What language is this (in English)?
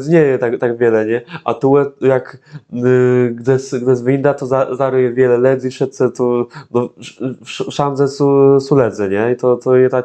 Kashubian